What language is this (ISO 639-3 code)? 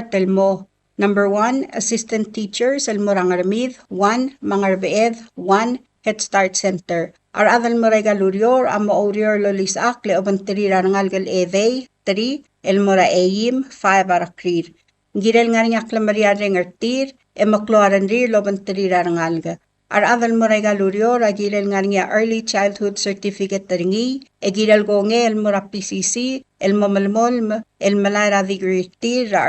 pau